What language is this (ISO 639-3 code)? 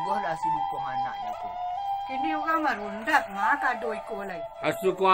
min